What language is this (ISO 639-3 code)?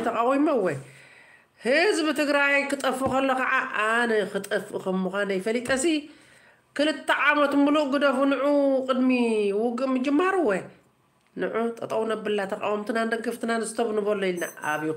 tir